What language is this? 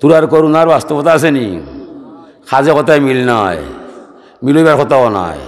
Sylheti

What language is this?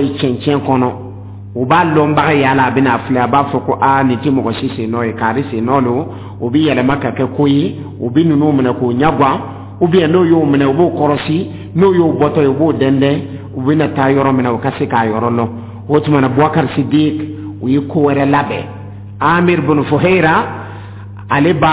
Dyula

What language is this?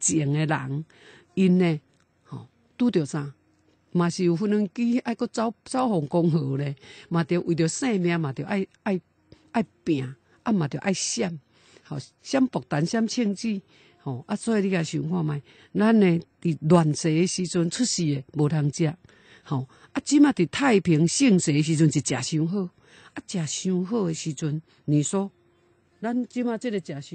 Min Nan Chinese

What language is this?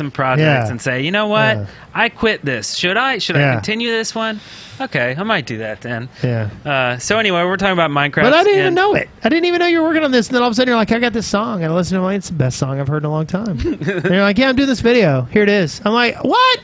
English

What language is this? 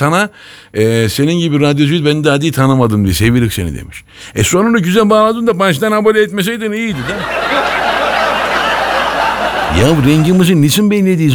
Turkish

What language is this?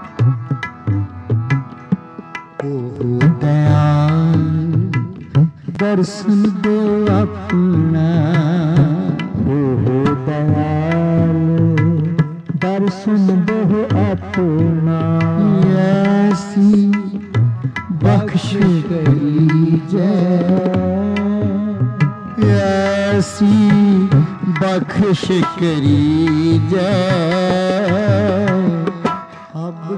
Punjabi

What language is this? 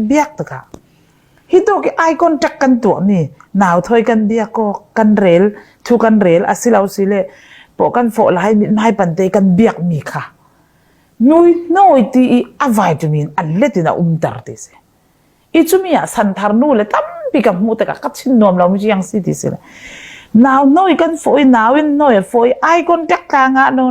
Falam Chin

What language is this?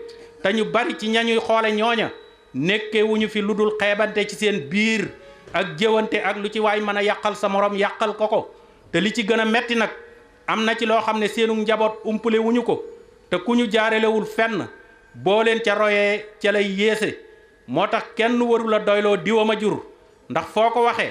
Wolof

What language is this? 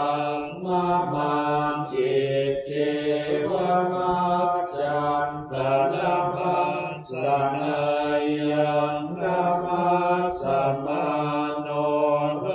Pali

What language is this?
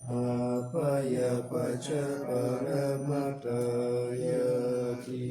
Pali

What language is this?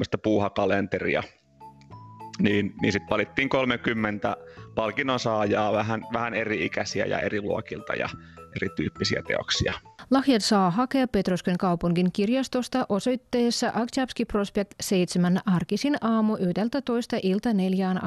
Finnish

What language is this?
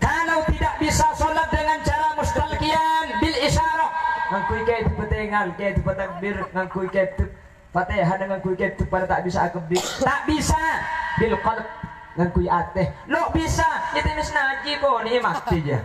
Madurese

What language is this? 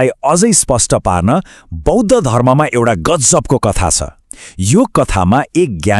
Nepali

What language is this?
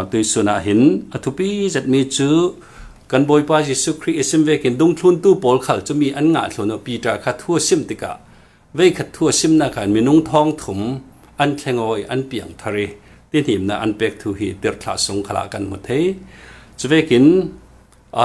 Falam Chin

